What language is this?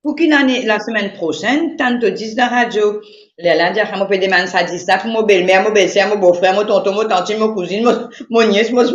Morisyen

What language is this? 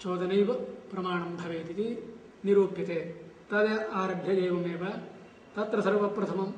Sanskrit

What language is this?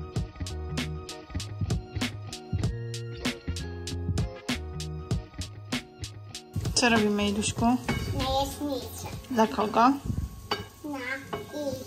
Polish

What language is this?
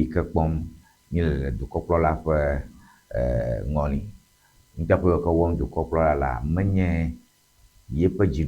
Ewe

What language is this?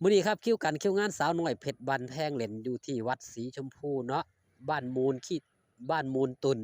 Northeastern Thai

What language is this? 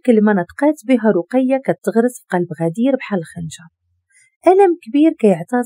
Moroccan Arabic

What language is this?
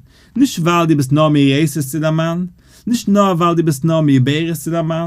Yiddish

